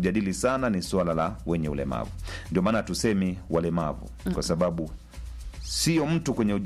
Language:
Swahili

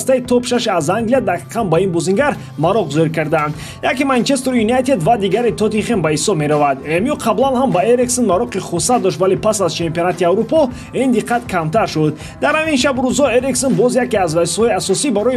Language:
Tajik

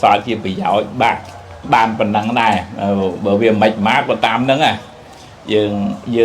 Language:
Khmer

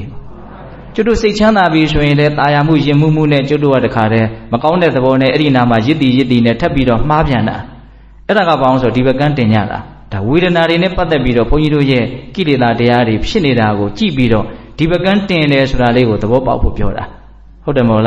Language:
Burmese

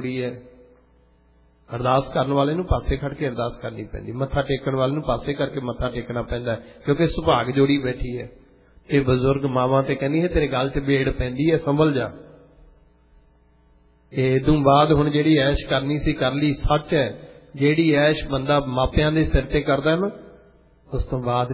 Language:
Punjabi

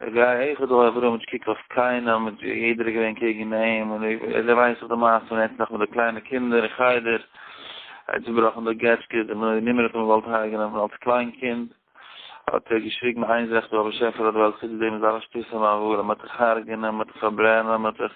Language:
Yiddish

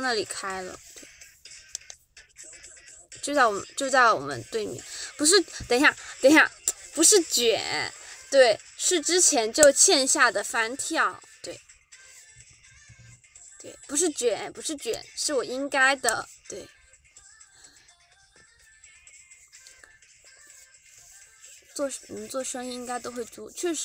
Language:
Chinese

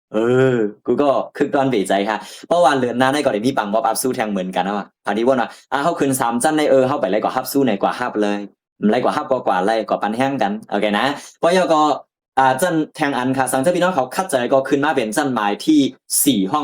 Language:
Shan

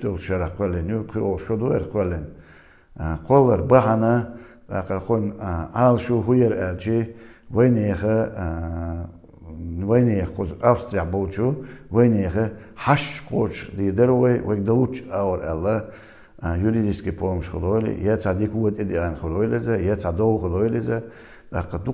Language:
Chechen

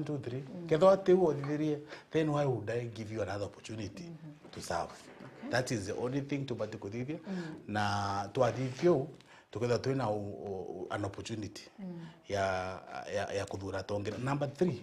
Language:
Meru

